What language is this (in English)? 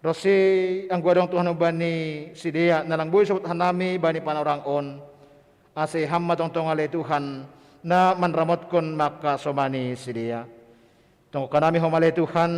Batak Simalungun